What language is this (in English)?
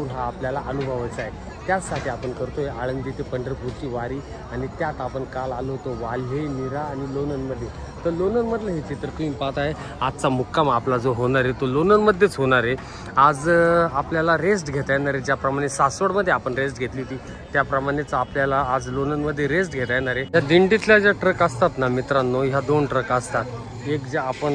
Marathi